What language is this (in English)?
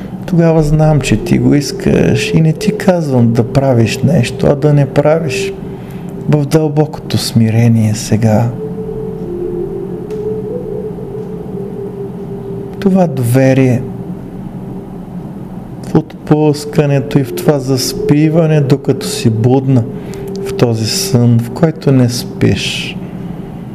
Bulgarian